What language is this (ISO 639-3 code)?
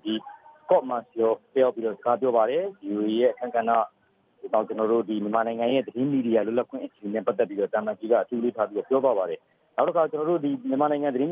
mya